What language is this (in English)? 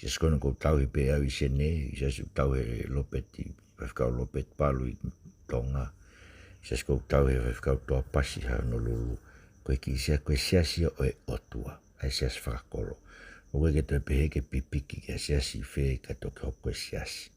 Tongan